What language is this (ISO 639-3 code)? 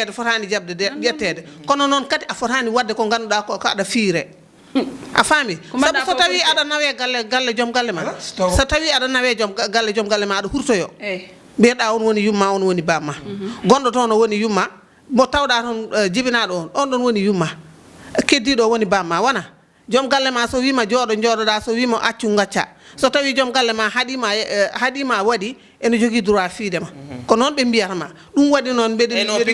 ful